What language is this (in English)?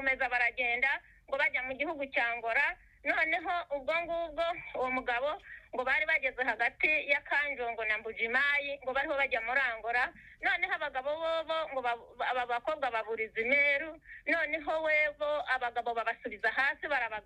Kinyarwanda